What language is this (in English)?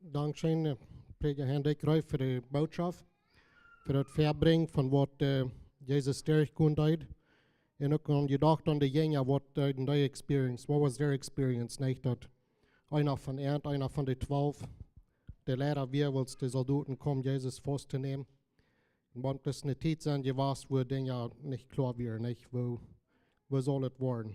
Plautdietsch